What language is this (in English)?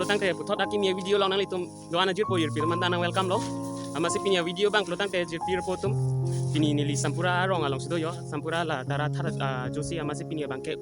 Karbi